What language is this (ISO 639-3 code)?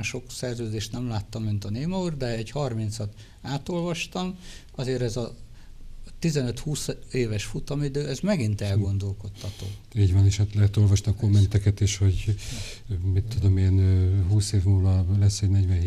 hun